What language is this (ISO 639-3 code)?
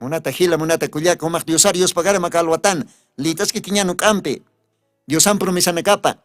aym